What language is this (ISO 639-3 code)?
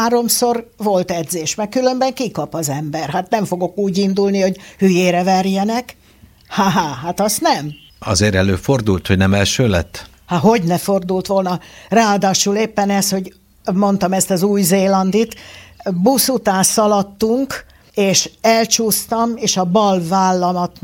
hun